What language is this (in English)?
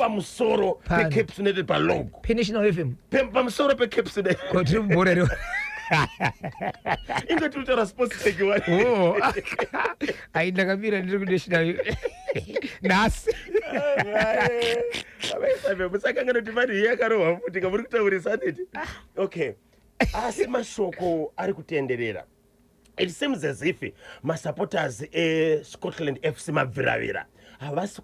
Shona